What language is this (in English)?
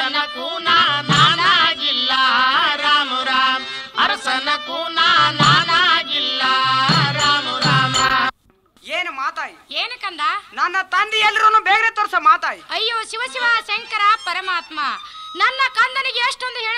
Kannada